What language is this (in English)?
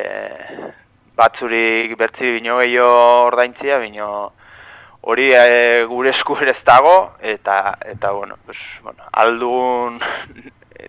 Basque